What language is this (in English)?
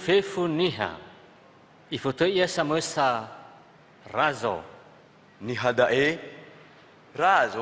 Nias